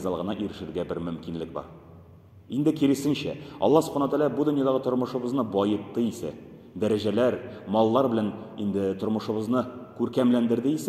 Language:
Tatar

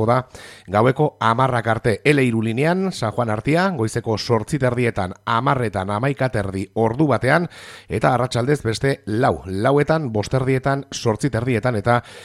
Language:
Basque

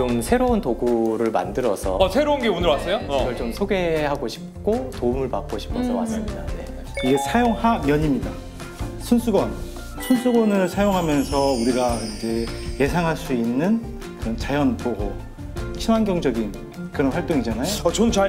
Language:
Korean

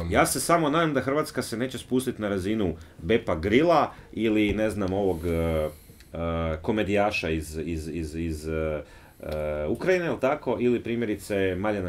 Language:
Croatian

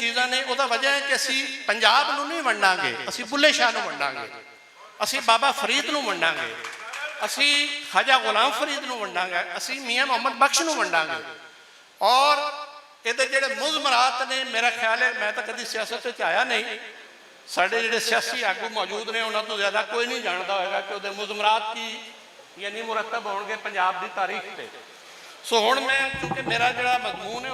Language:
Western Panjabi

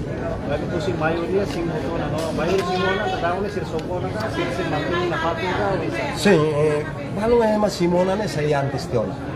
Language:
Tetum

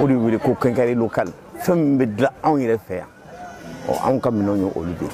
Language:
Bambara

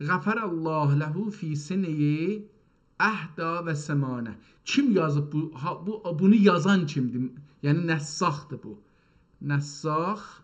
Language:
South Azerbaijani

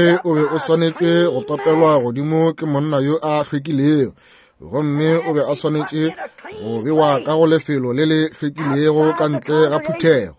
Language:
Northern Sotho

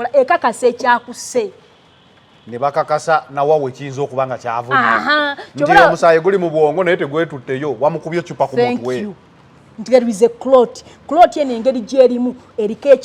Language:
Ganda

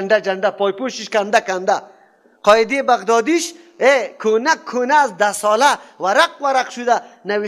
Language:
Persian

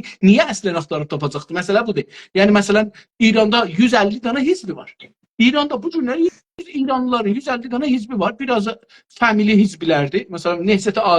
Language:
South Azerbaijani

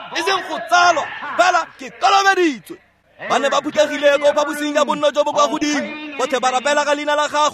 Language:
Tswana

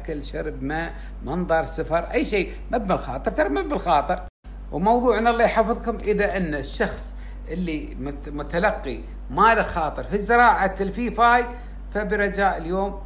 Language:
Gulf Arabic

